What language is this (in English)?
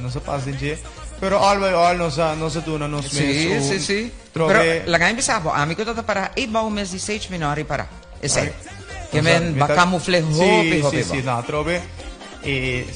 Papiamento